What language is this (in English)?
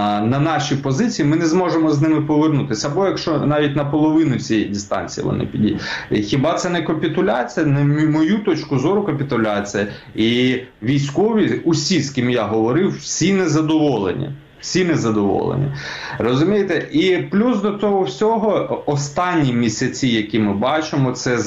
Ukrainian